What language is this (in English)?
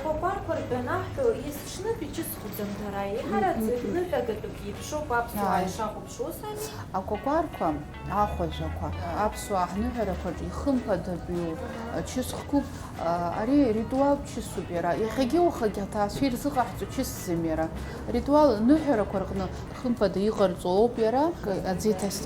Abkhazian